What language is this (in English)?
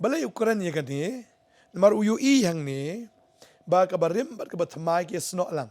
Khasi